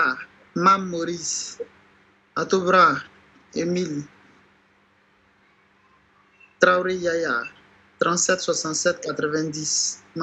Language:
French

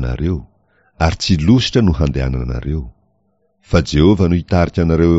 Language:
Malagasy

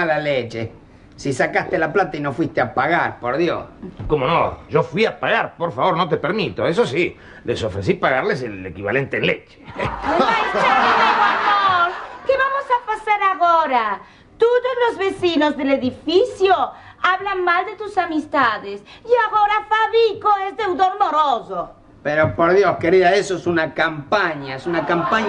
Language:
Spanish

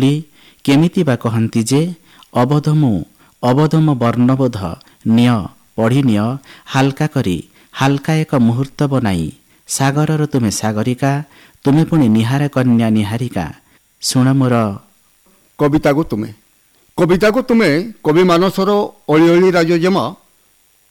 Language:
Odia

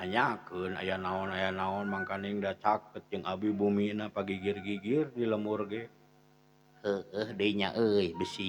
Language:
Sundanese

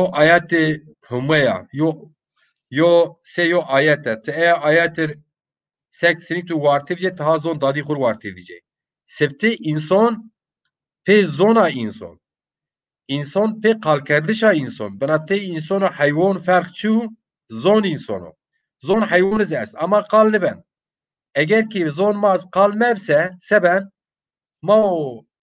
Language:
Zaza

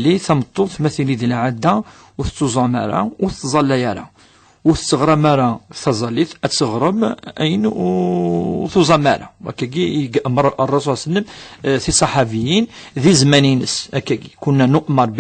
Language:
Kabyle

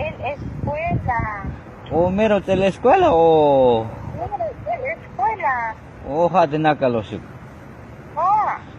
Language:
Tzotzil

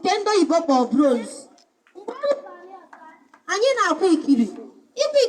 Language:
Igbo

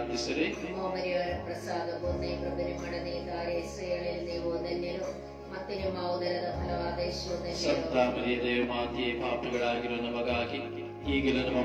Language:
Kannada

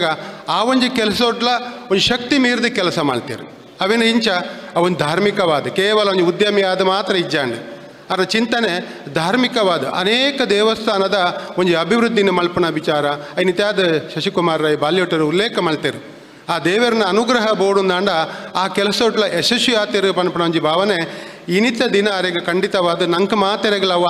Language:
Tulu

